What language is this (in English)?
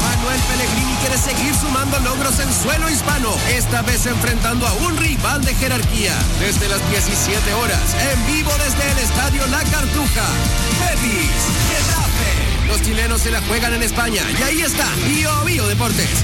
Spanish